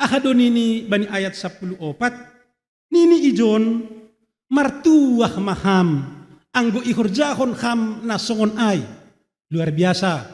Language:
Batak Simalungun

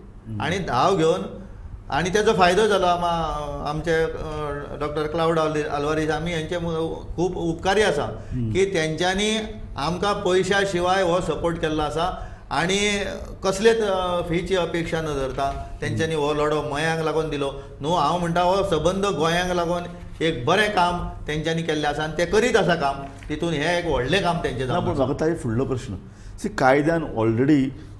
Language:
Konkani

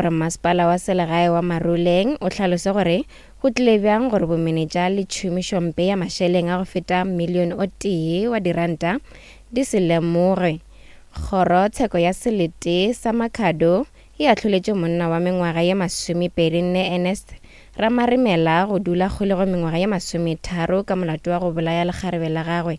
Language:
Northern Sotho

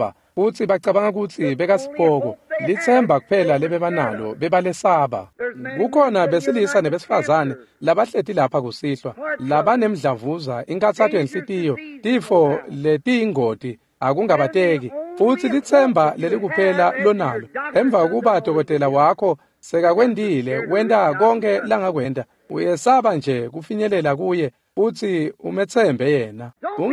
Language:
Swati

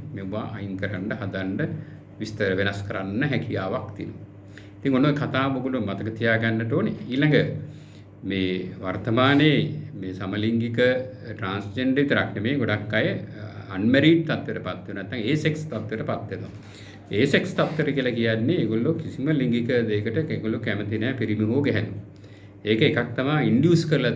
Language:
Sinhala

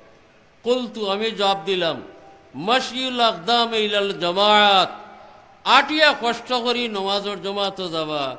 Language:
Sylheti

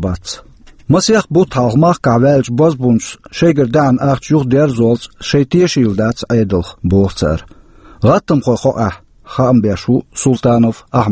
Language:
Chechen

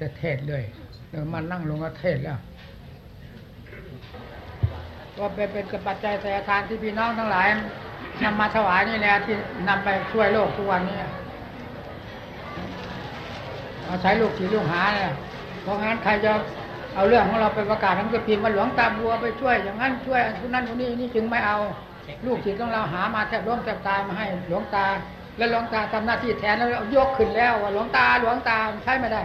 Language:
Thai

